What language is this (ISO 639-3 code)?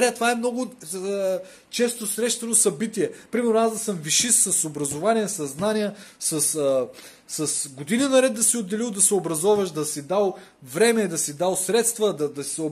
bul